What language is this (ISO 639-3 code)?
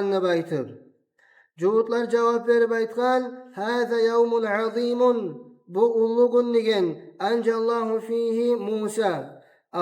kum